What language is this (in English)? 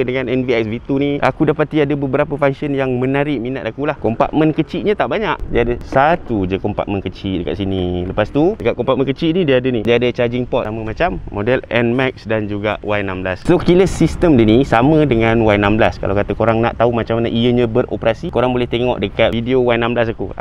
Malay